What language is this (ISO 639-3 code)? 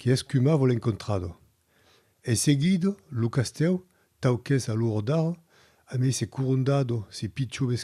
oci